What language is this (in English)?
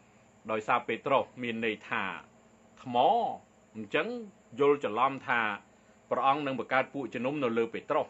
Khmer